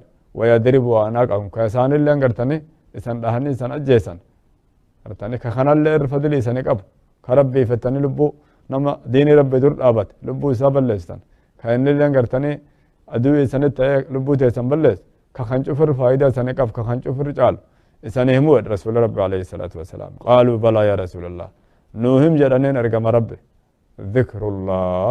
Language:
Oromo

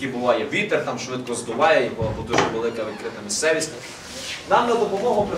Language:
Ukrainian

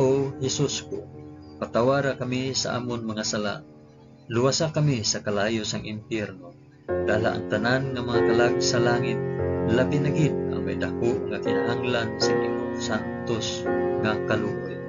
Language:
Hiligaynon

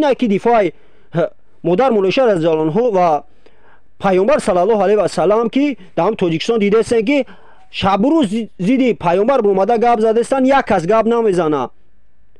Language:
Tajik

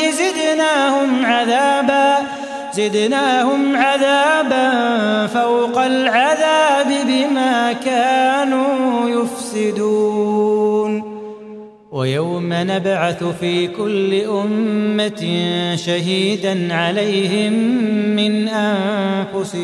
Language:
Arabic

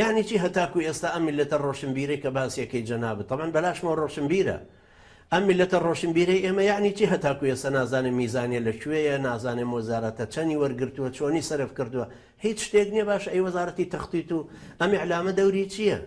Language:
Central Kurdish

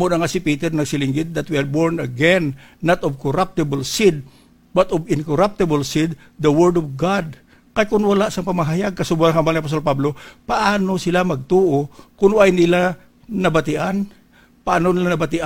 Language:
Hiligaynon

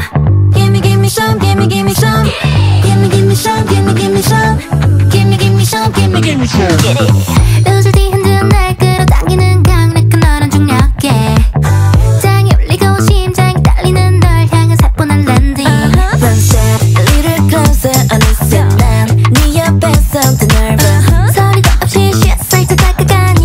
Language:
Korean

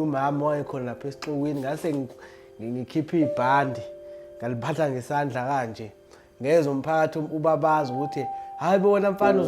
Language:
Zulu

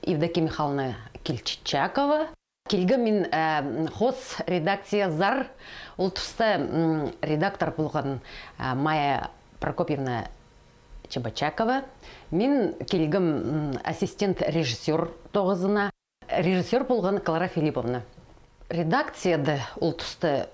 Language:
Khakas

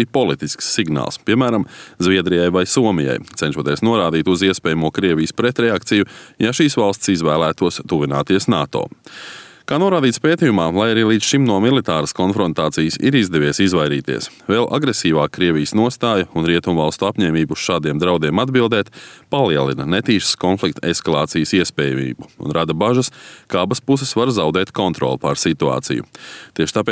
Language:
Latvian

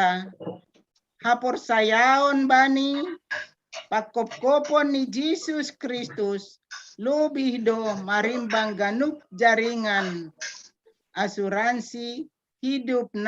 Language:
Batak Simalungun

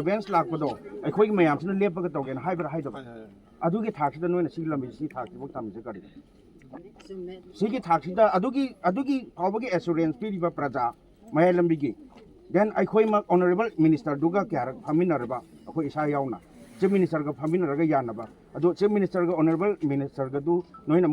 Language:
Manipuri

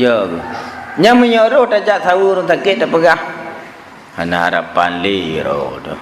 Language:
Achinese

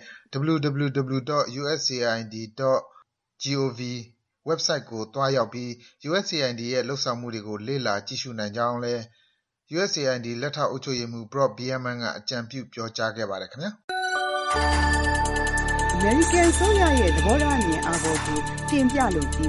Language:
Burmese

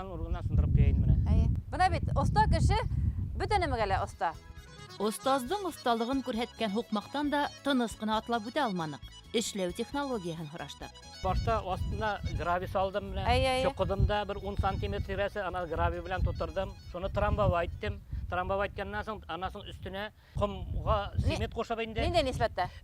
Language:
Bashkir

